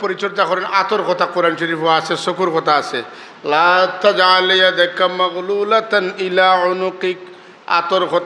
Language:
Sylheti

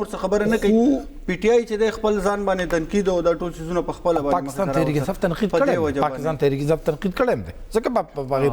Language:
Pashto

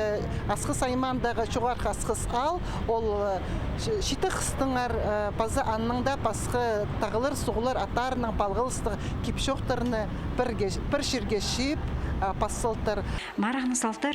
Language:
Khakas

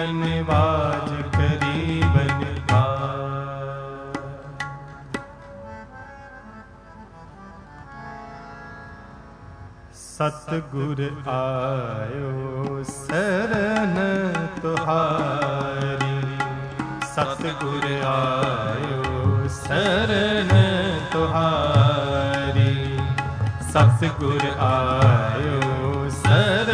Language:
Punjabi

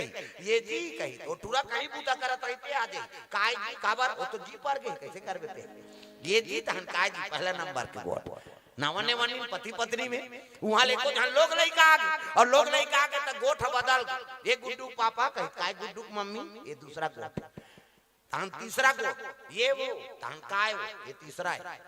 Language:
Chhattisgarhi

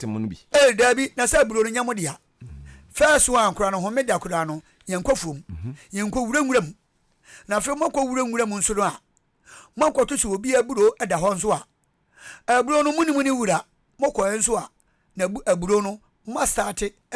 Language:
Akan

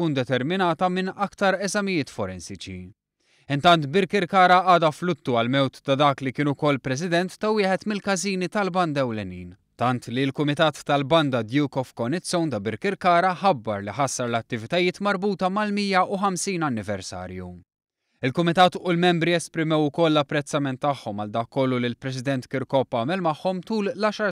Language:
Maltese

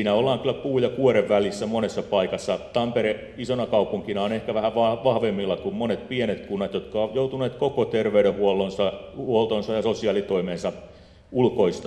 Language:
Finnish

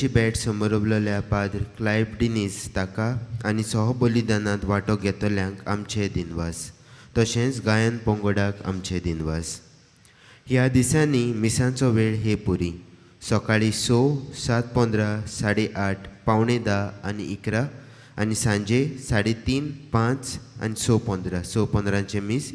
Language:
Konkani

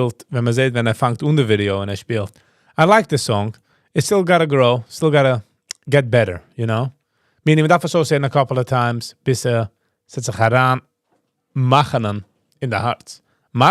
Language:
Yiddish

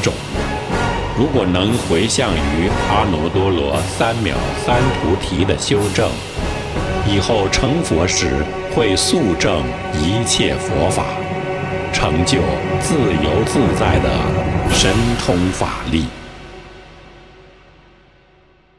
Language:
Chinese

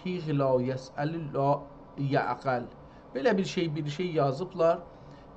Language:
South Azerbaijani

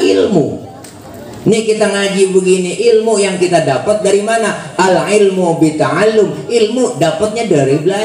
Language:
Betawi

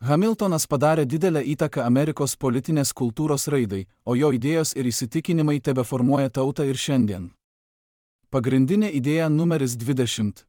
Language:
Lithuanian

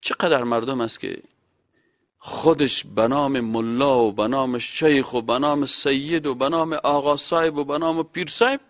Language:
Persian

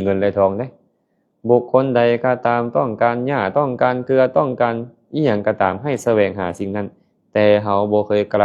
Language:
Lao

